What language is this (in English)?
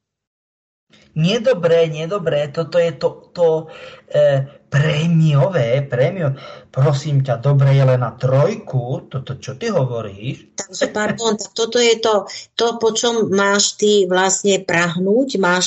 Slovak